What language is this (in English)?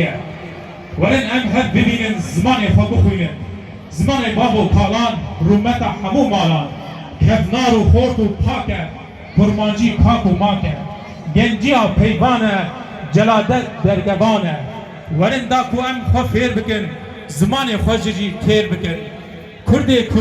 Kurdish